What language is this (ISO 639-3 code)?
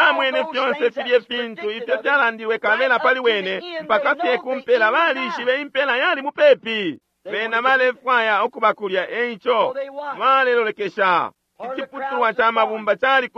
bem